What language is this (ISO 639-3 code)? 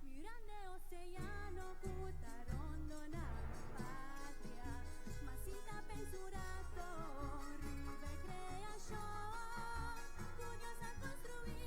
pap